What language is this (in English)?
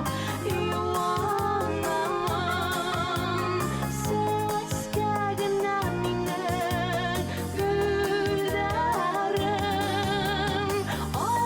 Bashkir